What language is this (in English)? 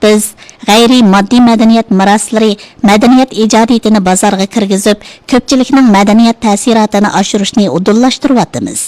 Uyghur